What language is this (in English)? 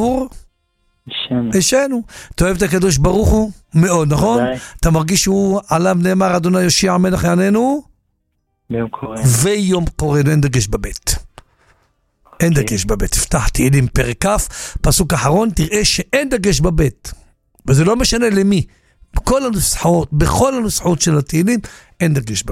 Hebrew